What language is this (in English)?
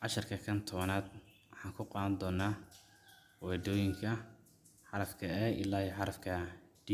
Somali